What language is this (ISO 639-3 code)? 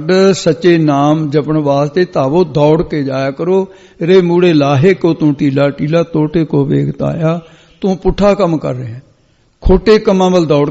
pan